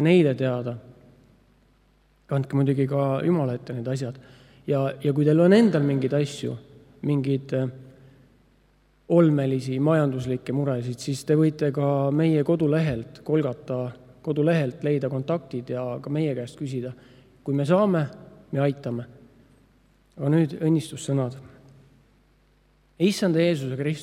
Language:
Estonian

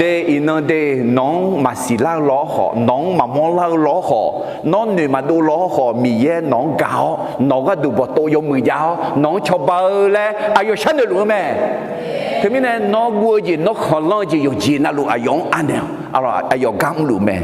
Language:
Akha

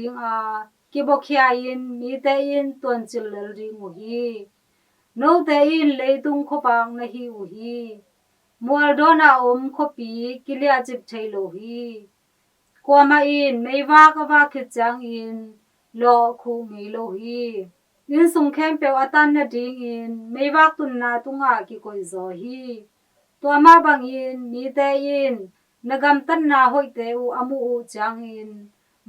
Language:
Tedim Chin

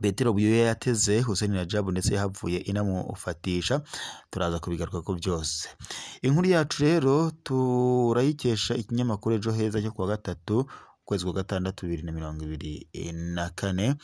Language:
Rundi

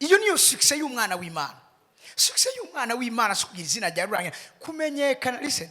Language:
Rundi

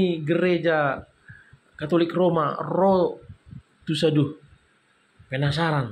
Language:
Batak Toba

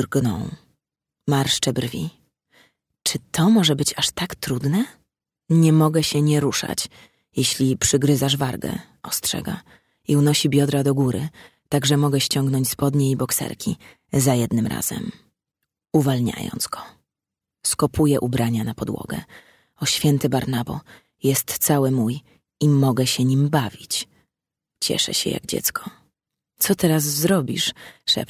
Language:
Polish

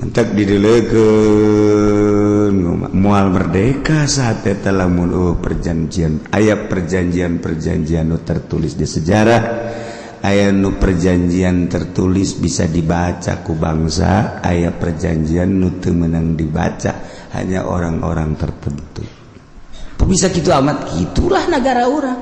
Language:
Sundanese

